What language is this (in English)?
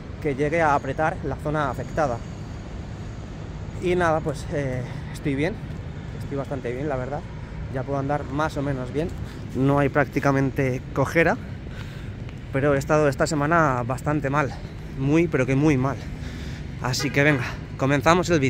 Spanish